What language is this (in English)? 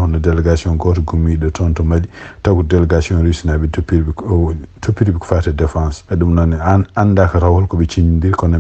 Fula